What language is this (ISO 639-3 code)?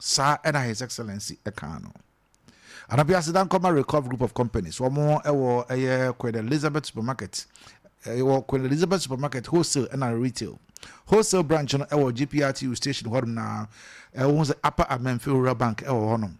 aka